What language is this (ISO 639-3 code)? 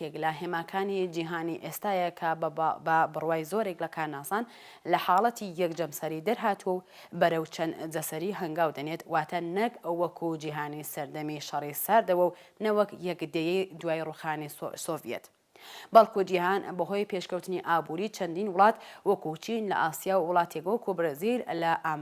ckb